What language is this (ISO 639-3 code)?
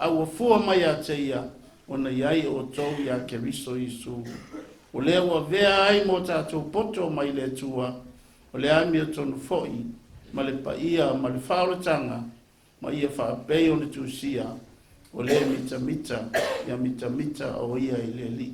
smo